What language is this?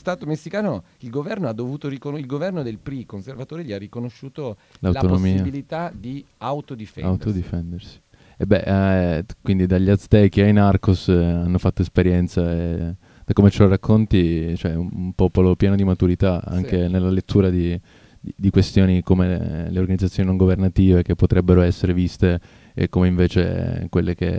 Italian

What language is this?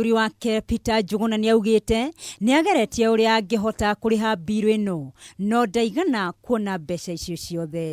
Kikuyu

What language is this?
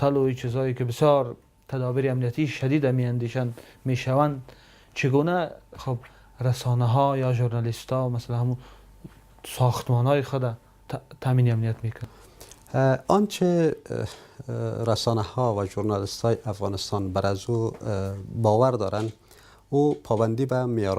Tajik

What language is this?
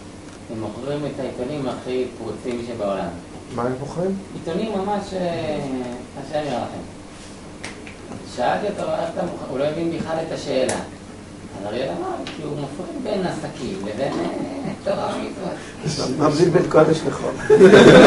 Hebrew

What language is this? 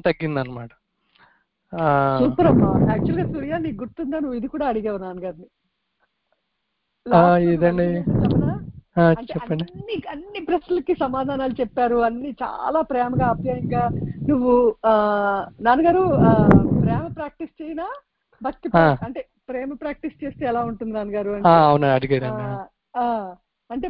Telugu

